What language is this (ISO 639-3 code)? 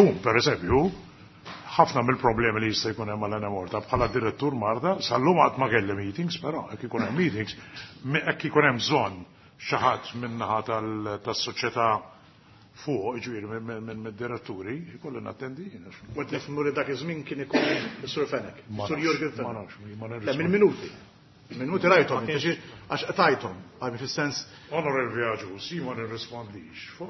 mlt